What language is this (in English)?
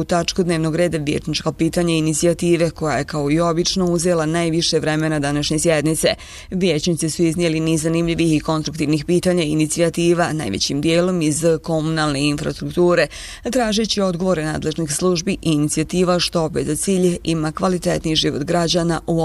Bosnian